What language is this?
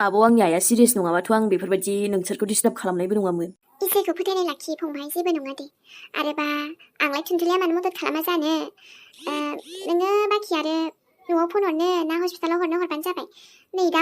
Bodo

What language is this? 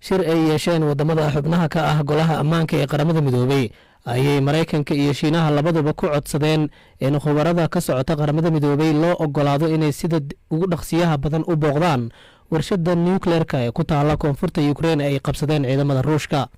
Somali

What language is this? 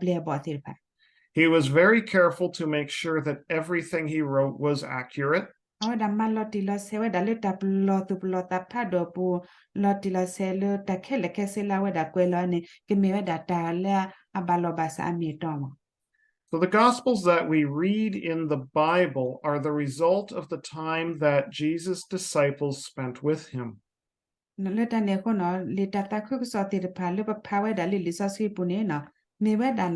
S'gaw Karen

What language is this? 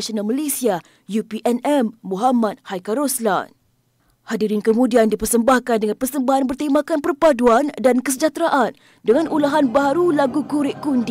Malay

